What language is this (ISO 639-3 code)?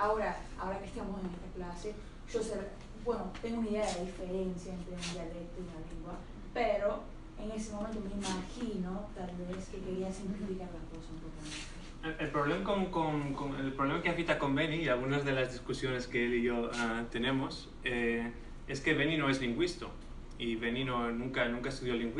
lad